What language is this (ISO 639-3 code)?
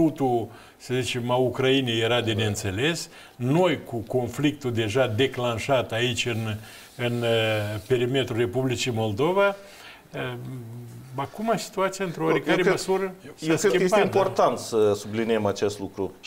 ron